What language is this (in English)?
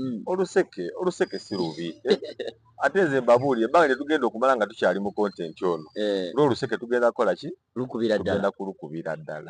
Ganda